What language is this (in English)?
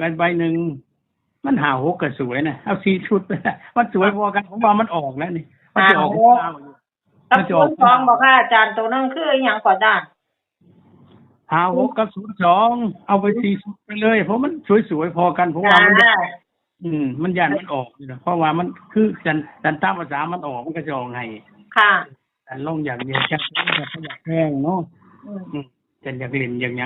Northeastern Thai